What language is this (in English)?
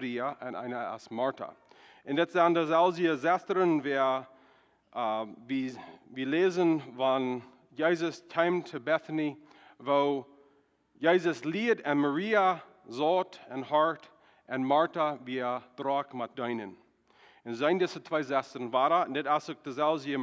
Plautdietsch